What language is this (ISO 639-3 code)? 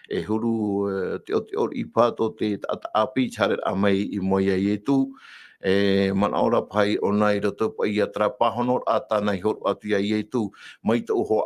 tah